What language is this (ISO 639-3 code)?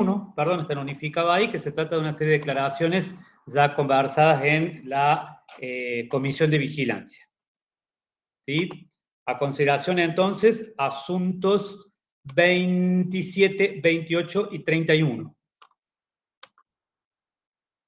spa